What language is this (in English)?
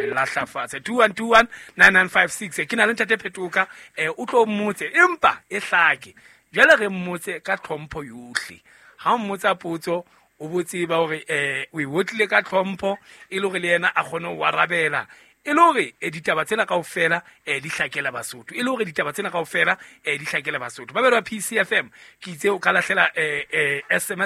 Southern Sotho